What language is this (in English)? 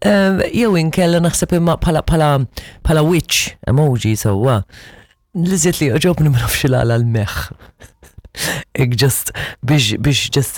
Maltese